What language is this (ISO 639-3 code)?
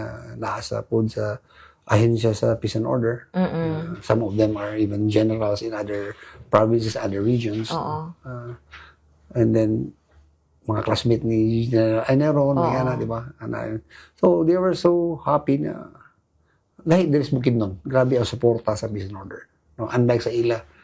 ceb